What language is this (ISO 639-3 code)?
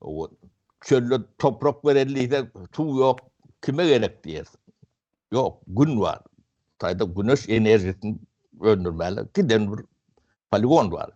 tuk